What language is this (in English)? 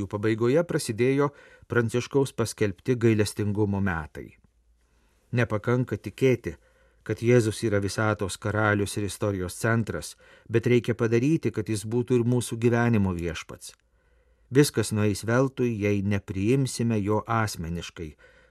Lithuanian